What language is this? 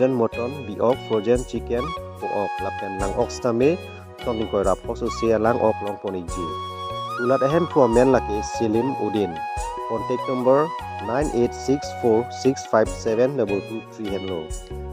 Karbi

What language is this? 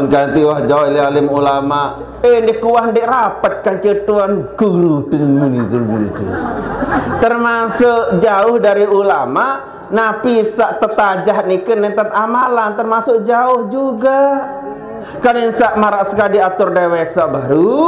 Sasak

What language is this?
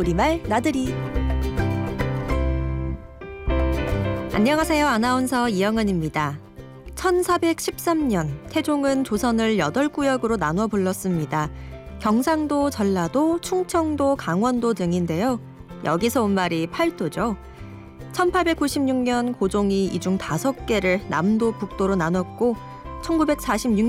Korean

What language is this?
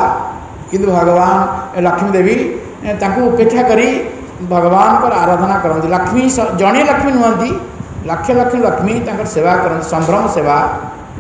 Odia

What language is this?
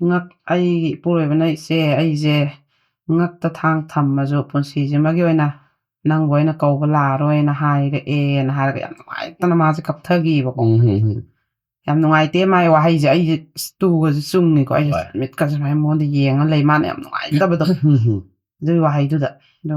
Manipuri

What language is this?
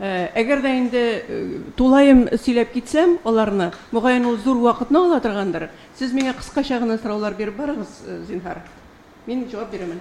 Tatar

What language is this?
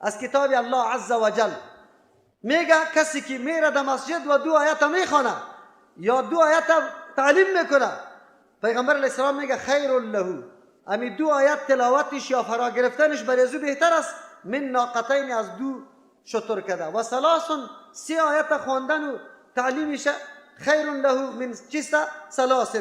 Persian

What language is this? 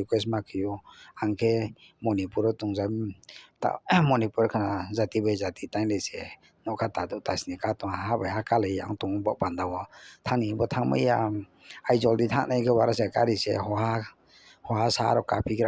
Riang (India)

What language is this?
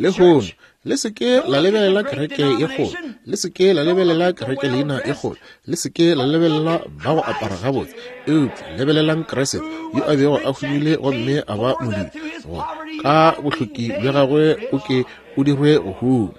Northern Sotho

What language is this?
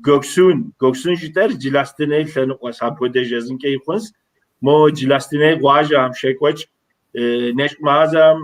Kabardian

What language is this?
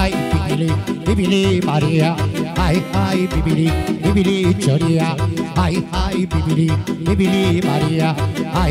Romanian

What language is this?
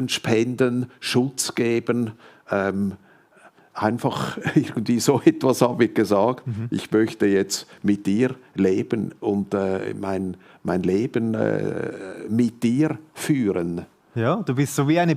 Swiss German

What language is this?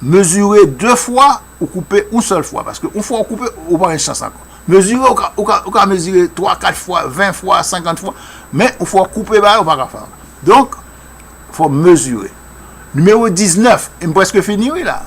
Haitian Creole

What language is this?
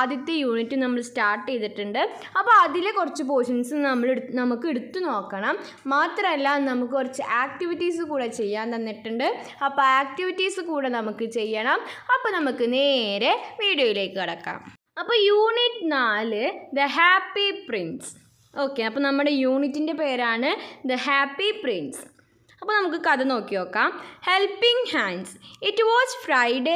Malayalam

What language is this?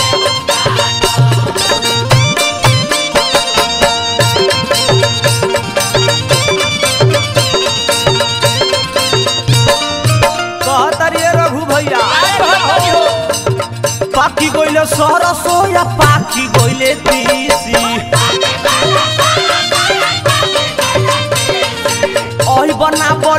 Bhojpuri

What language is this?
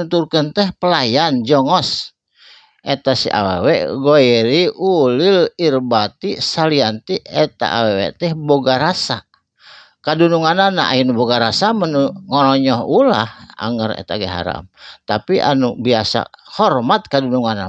Sundanese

